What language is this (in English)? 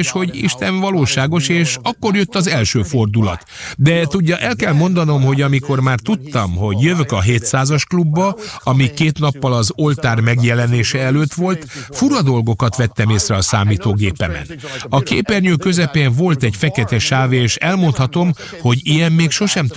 Hungarian